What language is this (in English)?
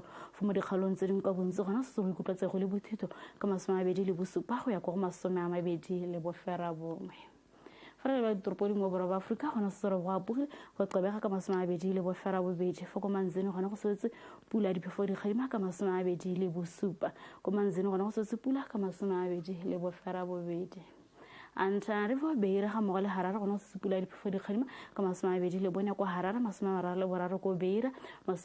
Tswana